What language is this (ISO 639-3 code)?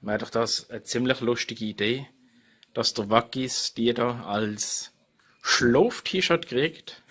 gsw